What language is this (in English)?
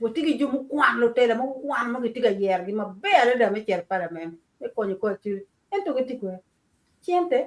Acoli